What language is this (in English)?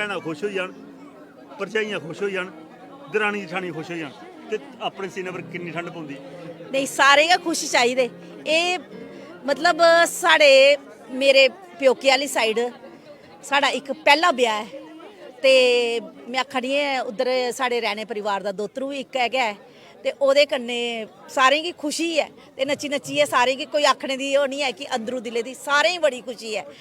Dogri